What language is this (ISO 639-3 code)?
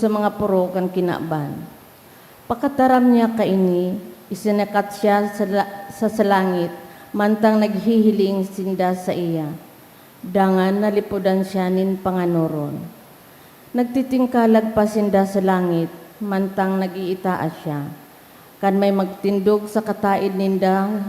bik